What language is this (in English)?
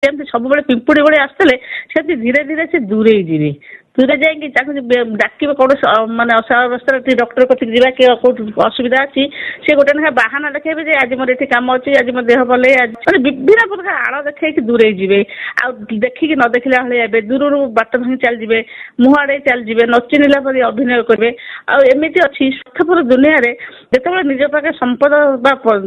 Odia